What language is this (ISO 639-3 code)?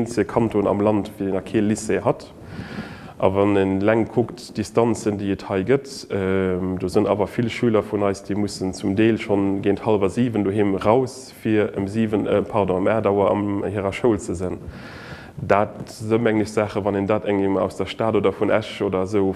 ltz